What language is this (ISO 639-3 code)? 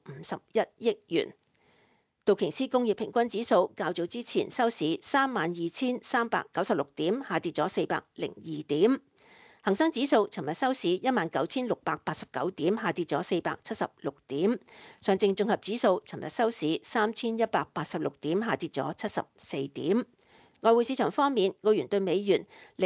yue